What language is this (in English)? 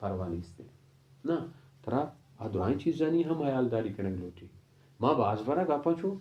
Baluchi